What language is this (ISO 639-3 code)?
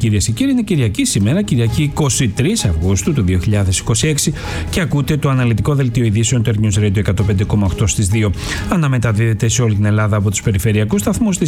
ell